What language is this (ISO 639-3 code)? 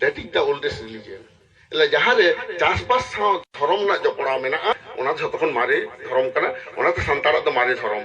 sat